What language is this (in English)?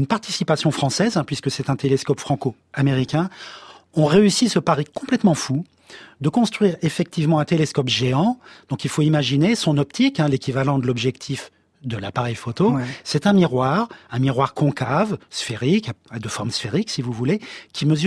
French